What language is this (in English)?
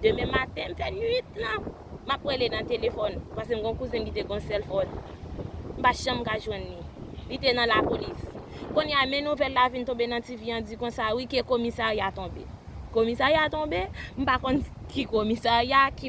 Haitian Creole